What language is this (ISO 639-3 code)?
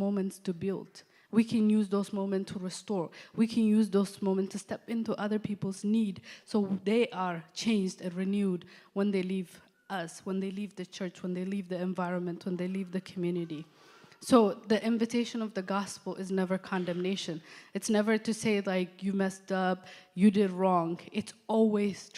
eng